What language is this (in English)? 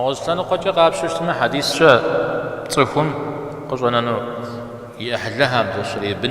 Kabardian